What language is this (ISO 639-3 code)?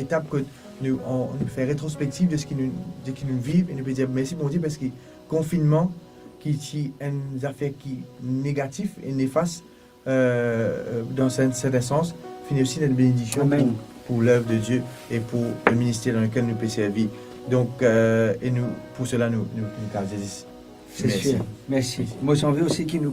mfe